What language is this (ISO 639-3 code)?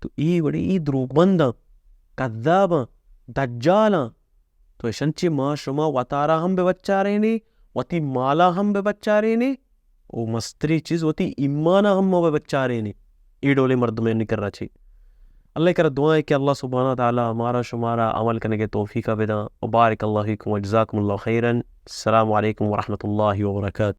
bal